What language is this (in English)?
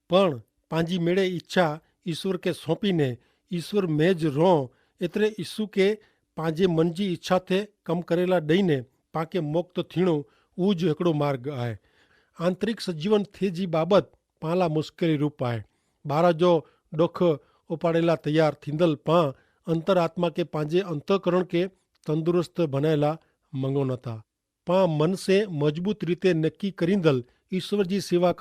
Kachhi